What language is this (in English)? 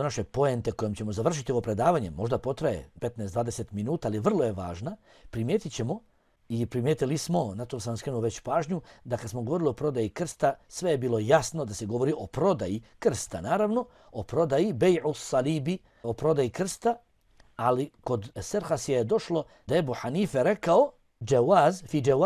Bosnian